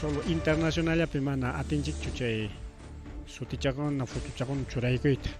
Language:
Ayacucho Quechua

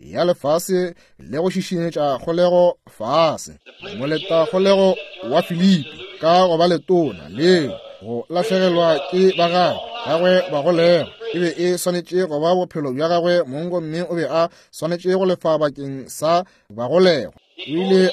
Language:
Northern Sotho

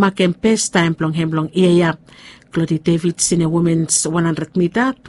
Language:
Bislama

